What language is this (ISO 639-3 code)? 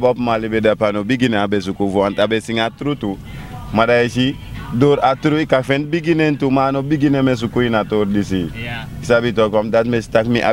srn